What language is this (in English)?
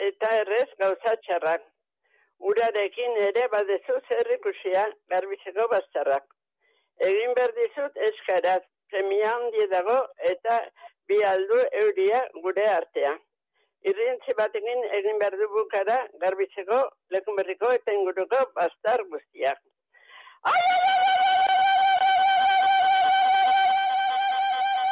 Basque